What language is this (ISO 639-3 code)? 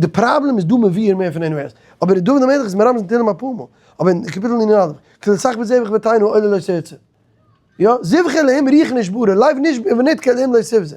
yid